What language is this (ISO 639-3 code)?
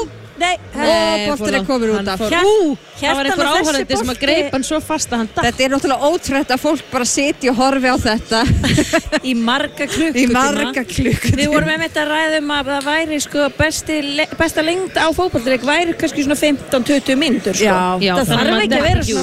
isl